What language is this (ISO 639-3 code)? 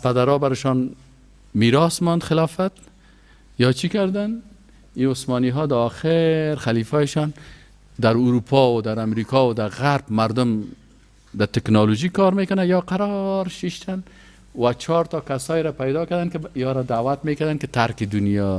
fas